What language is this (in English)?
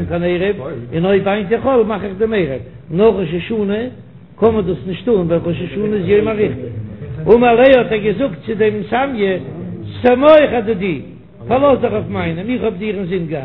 Yiddish